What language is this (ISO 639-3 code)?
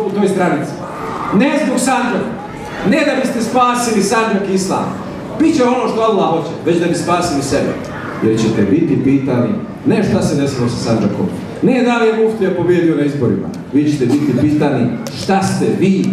bos